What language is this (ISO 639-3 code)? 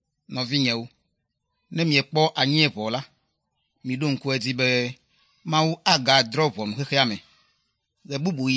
ewe